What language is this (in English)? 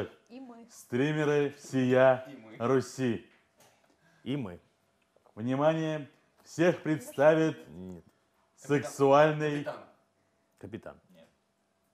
Russian